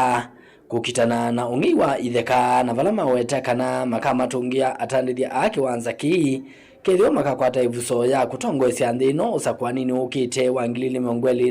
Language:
Kamba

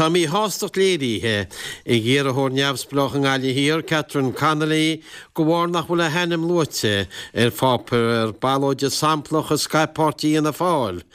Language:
Irish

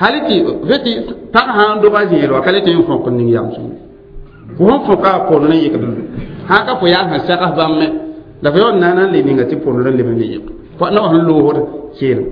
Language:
Mossi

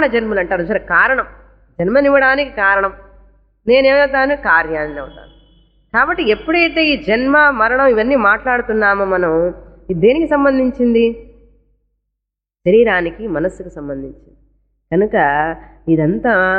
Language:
Telugu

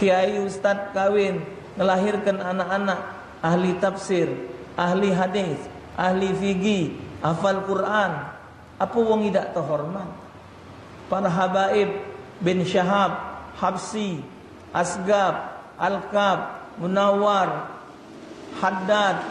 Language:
Musi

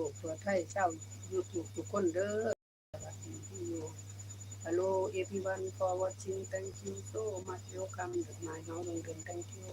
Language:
Northeastern Thai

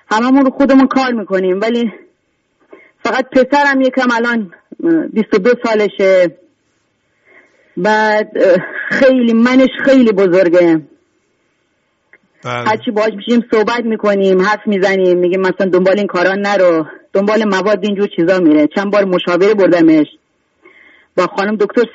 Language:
Persian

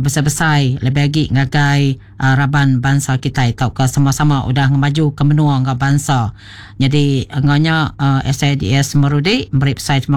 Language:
Iban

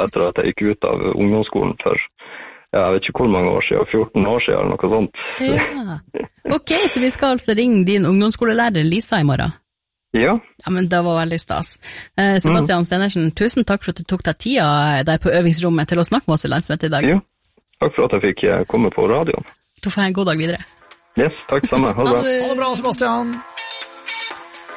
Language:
Norwegian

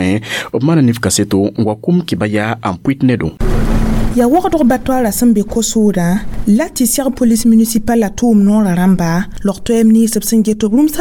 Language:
Mossi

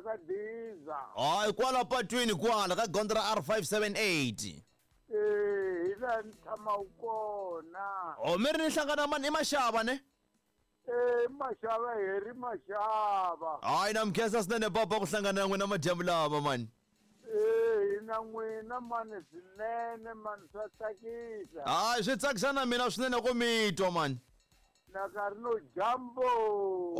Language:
Tsonga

